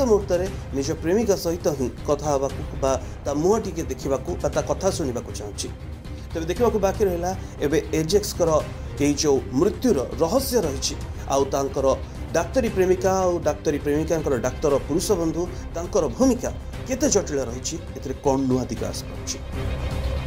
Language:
Odia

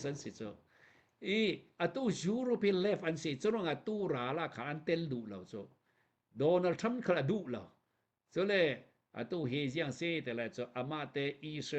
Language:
Hakha Chin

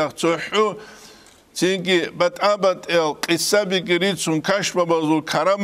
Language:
Avaric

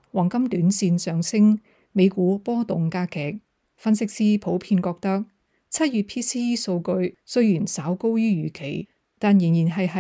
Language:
Cantonese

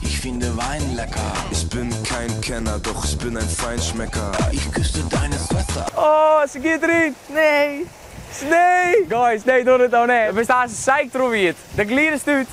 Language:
Western Frisian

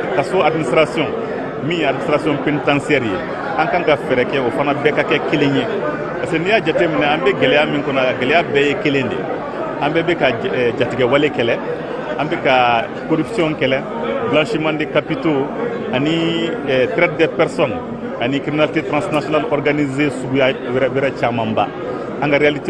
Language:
Bambara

